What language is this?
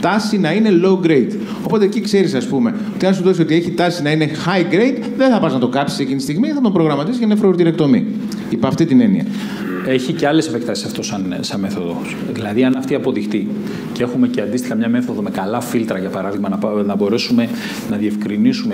Greek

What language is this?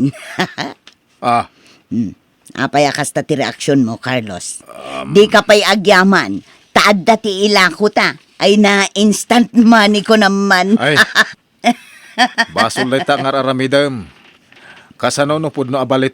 Iloko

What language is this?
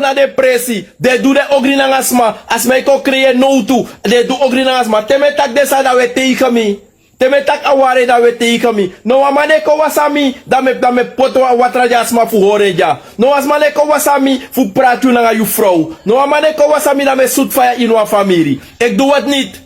Sranan Tongo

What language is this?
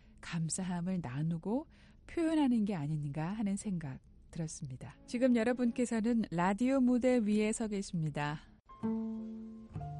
Korean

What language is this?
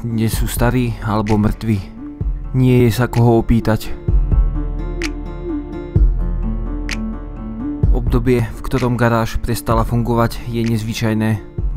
Slovak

